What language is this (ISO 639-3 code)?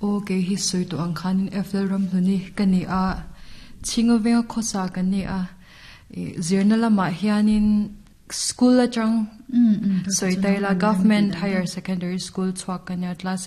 lus